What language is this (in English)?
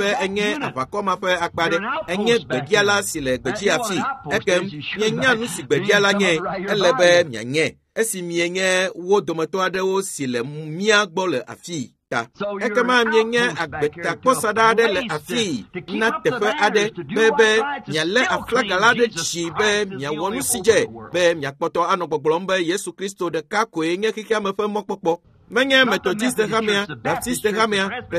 Ewe